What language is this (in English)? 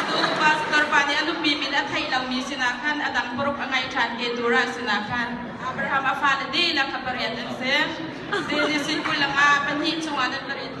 Hakha Chin